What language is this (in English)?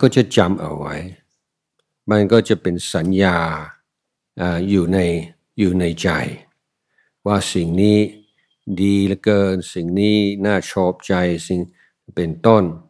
Thai